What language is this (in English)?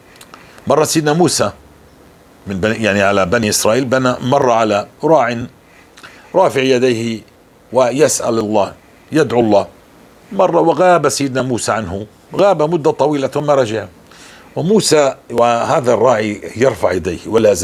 North Levantine Arabic